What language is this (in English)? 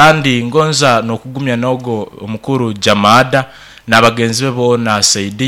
Nyankole